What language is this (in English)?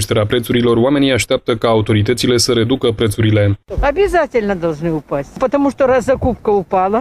Romanian